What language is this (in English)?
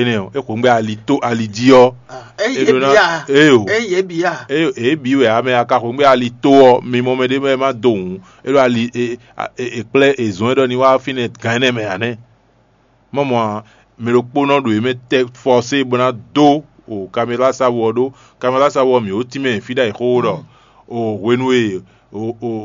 Fon